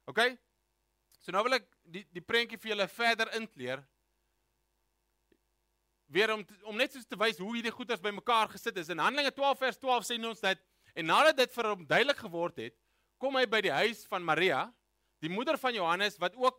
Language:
Afrikaans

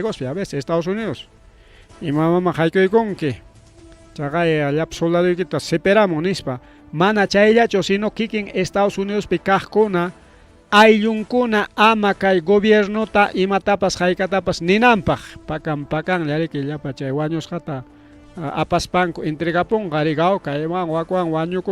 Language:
Ayacucho Quechua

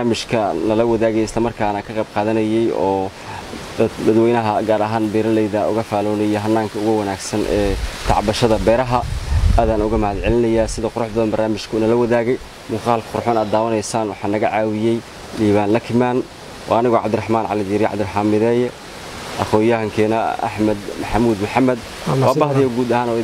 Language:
Somali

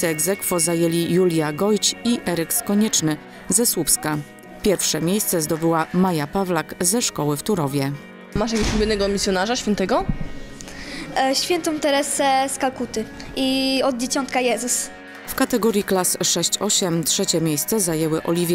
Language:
Polish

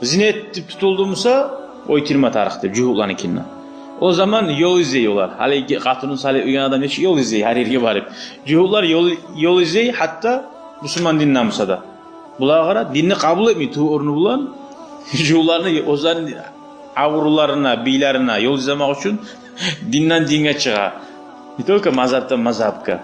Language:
Kumyk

